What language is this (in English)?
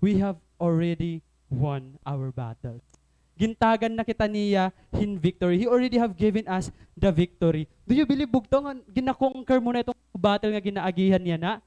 Waray